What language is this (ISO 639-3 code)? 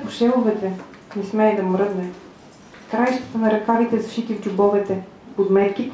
bul